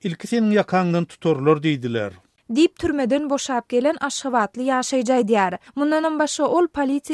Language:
Turkmen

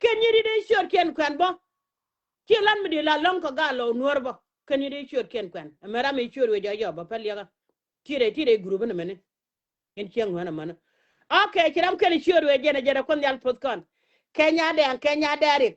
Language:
Nuer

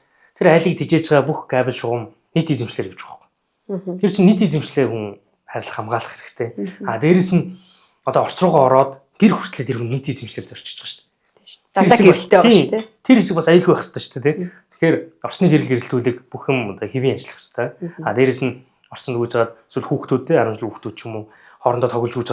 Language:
Mongolian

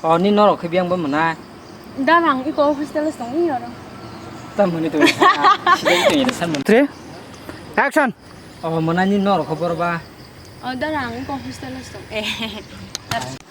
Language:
Kok Borok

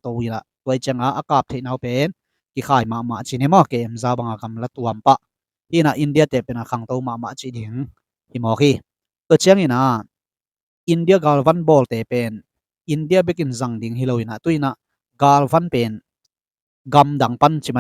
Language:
Tedim Chin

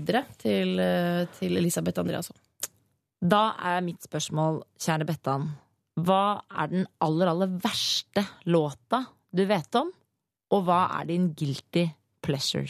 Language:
Norwegian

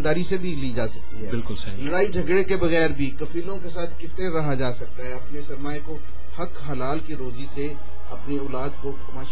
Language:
Urdu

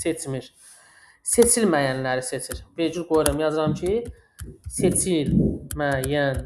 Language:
Azerbaijani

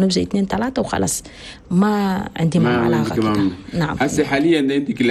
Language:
Chadian Arabic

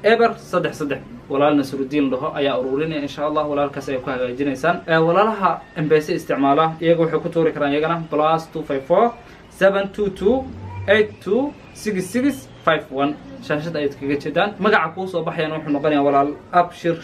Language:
Somali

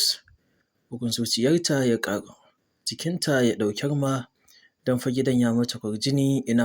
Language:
Hausa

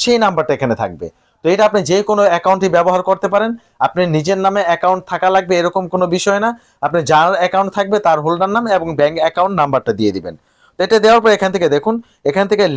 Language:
Bangla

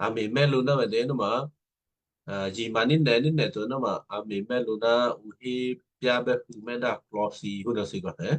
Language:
Western Kayah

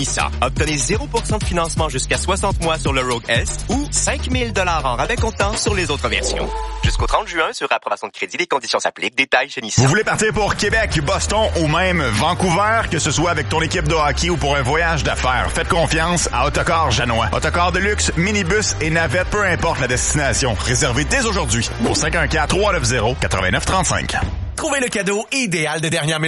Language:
French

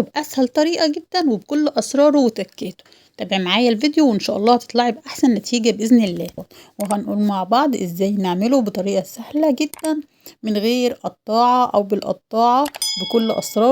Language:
Egyptian Arabic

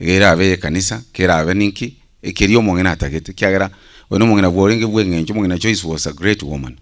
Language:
Gusii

